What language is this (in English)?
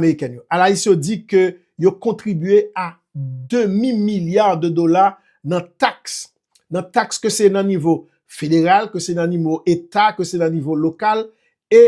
Haitian Creole